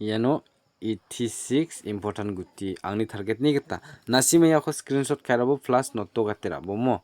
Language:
Garo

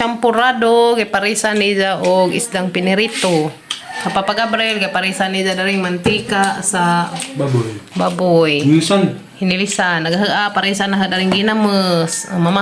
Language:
Cebuano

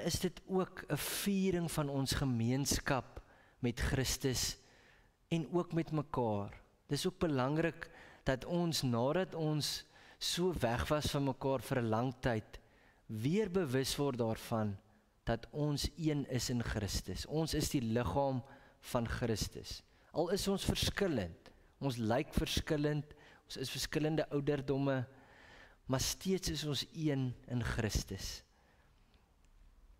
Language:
Afrikaans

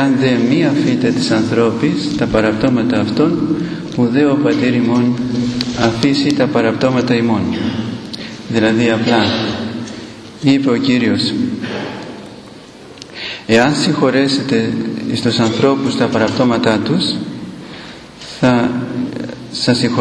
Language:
Greek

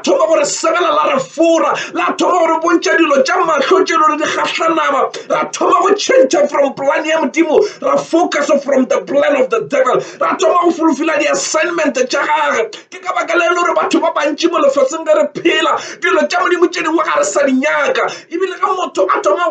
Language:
Northern Sotho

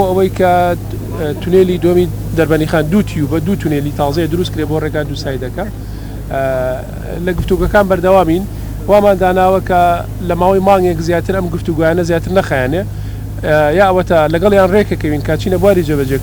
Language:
Central Kurdish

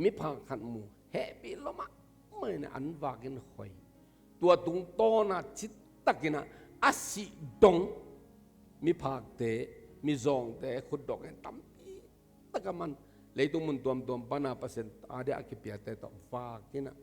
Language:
Tedim Chin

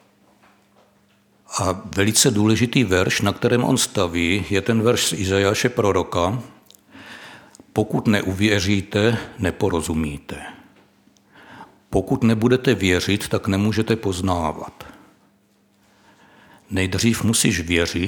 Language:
Czech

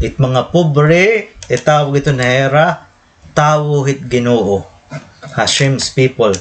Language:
Waray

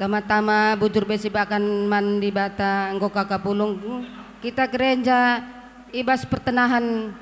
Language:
Batak Karo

